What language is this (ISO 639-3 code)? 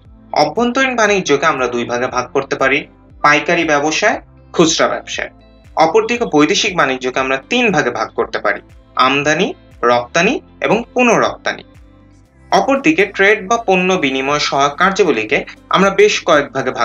ben